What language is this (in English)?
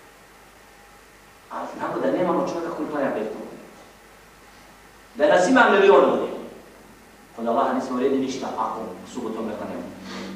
Bosnian